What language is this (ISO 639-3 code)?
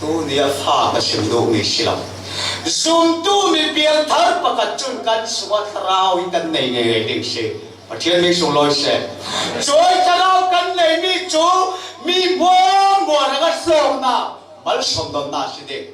cfm